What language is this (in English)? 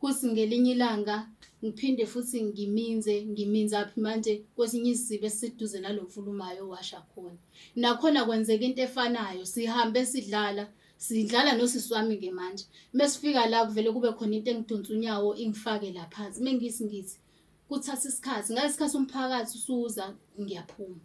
Zulu